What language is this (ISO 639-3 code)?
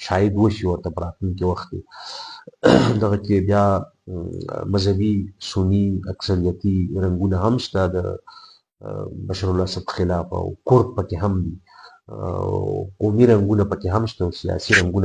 pus